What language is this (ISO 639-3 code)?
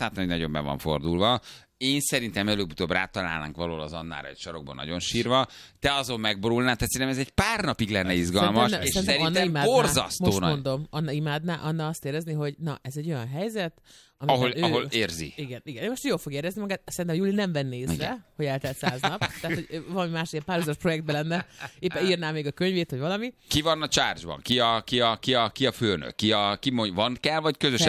hun